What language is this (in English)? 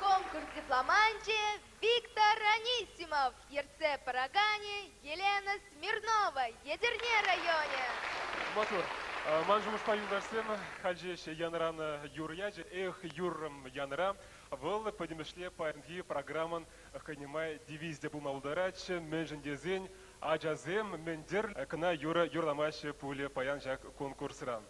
Chuvash